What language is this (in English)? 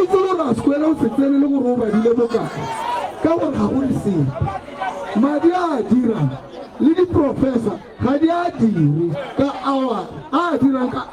Tswana